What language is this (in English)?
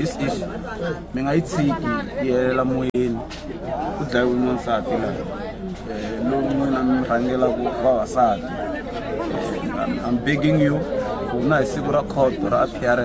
Tsonga